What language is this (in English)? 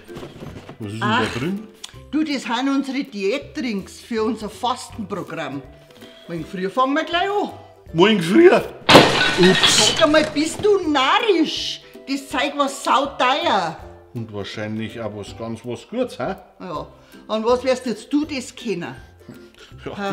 Bavarian